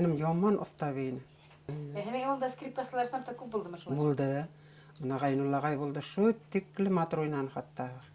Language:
Bashkir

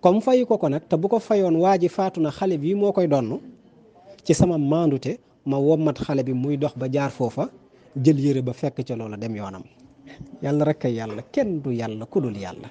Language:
Wolof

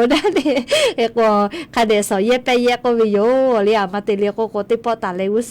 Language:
Lahu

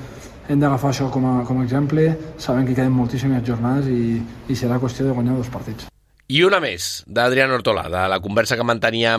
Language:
Catalan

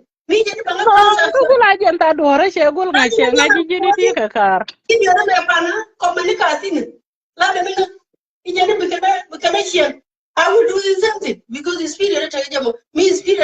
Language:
Nuer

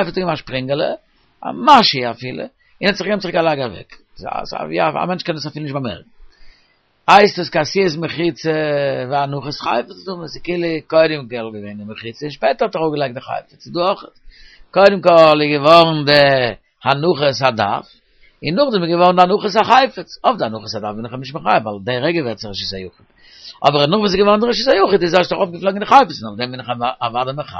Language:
Yiddish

